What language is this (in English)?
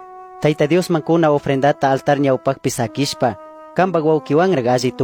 Chimborazo Highland Quichua